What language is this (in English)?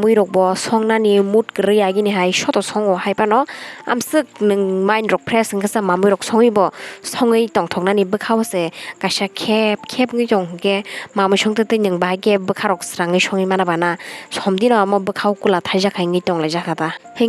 Kok Borok